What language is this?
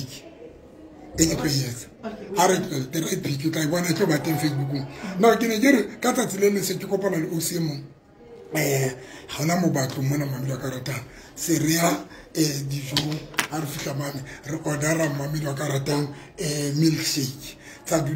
Tswana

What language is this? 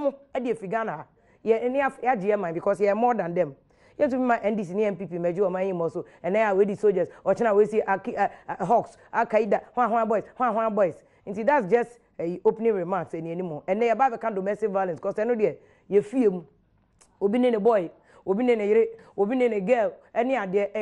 Akan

